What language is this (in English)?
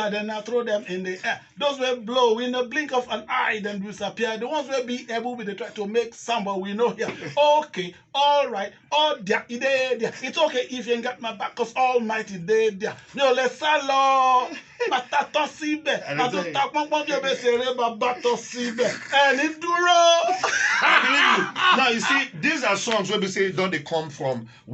Nigerian Pidgin